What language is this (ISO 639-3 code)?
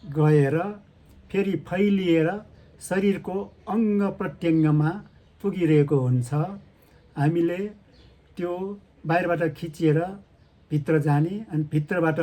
nep